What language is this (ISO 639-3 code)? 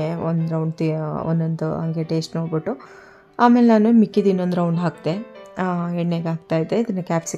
kan